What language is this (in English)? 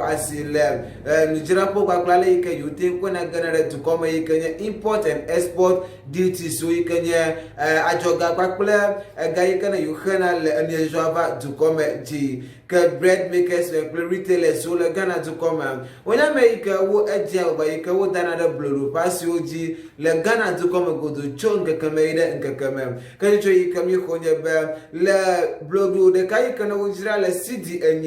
Ewe